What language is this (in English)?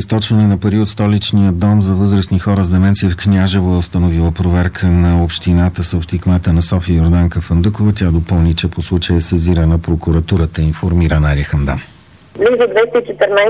Bulgarian